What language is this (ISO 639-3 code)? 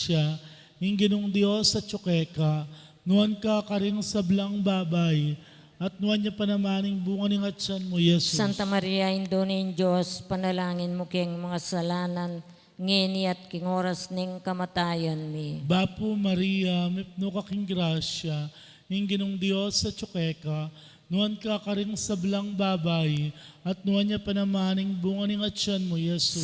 pam